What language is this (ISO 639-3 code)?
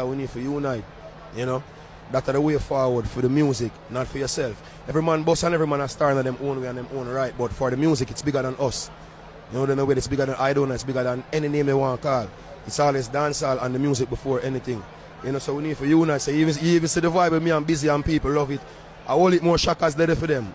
jam